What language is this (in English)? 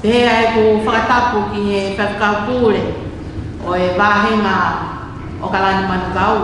Tongan